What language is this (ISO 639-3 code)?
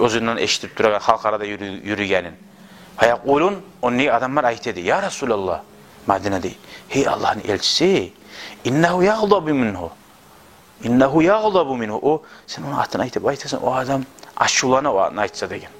kum